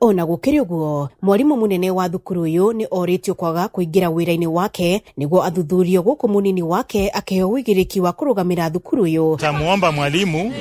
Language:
Kikuyu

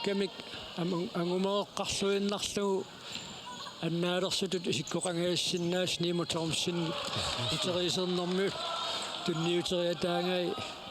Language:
Kalaallisut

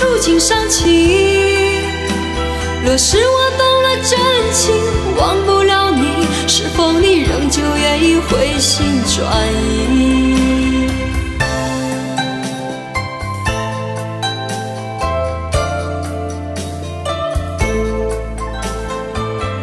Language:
Chinese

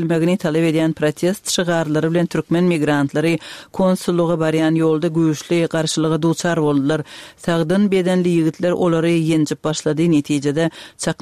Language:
Turkmen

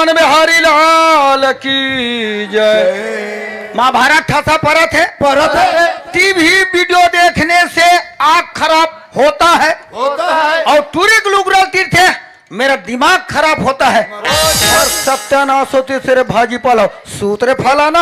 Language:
Chhattisgarhi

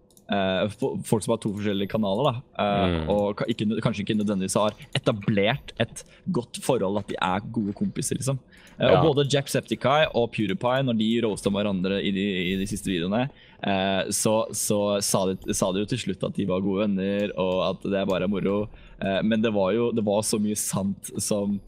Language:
Norwegian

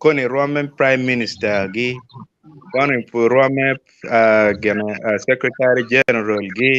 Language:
Acoli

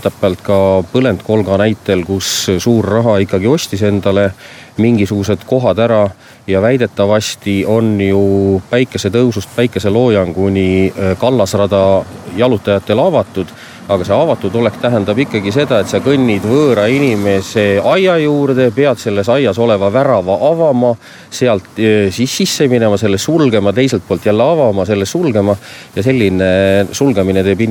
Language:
Estonian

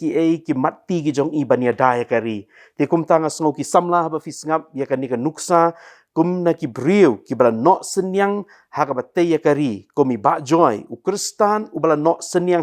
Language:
Khasi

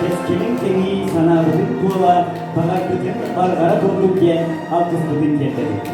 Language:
Yakut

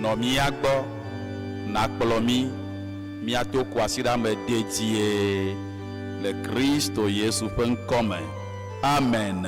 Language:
Ewe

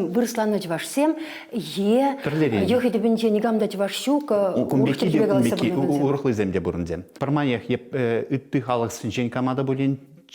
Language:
Chuvash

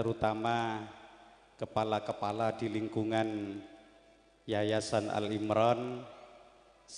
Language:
Madurese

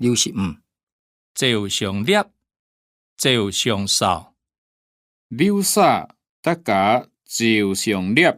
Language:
Hakka Chinese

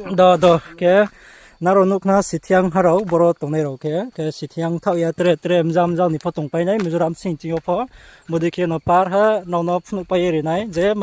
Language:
Riang (India)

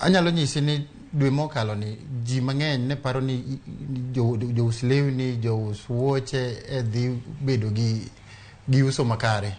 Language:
Luo (Kenya and Tanzania)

